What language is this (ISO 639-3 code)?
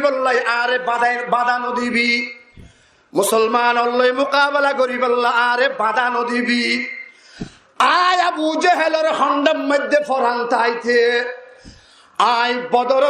rhg